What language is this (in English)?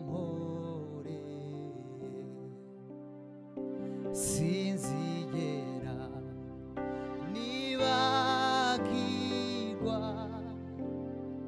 Kinyarwanda